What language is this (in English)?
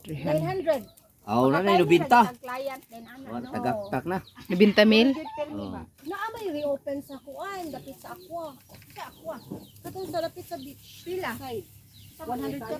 Cebuano